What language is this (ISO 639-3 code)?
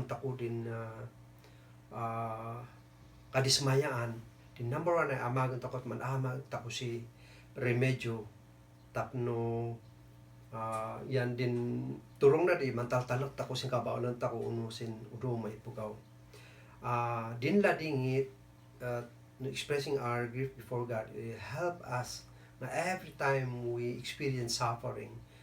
kne